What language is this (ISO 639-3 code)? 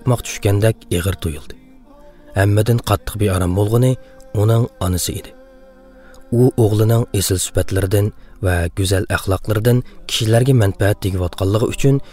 uig